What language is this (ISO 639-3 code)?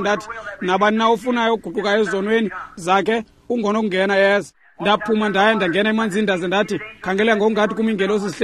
xho